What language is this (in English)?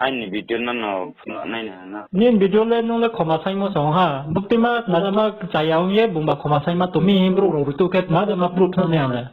Riang (India)